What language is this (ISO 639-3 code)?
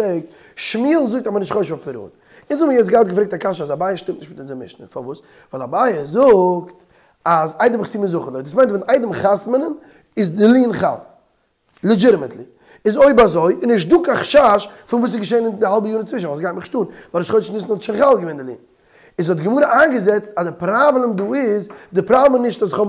yid